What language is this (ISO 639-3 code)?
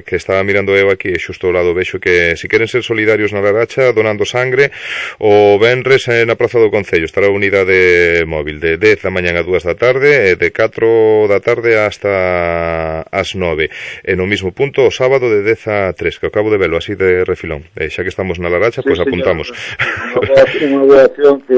glg